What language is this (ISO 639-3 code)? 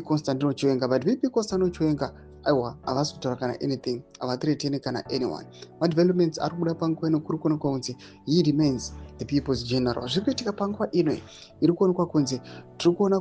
sna